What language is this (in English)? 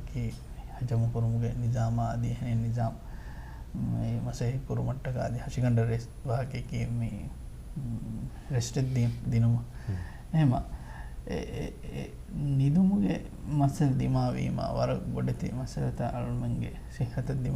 Divehi